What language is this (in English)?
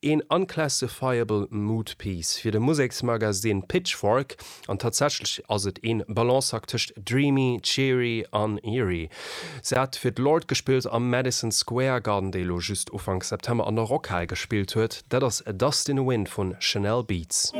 Luxembourgish